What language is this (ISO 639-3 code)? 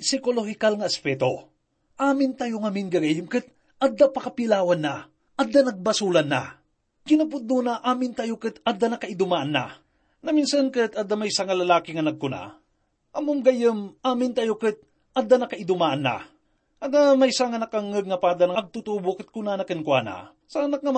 ilo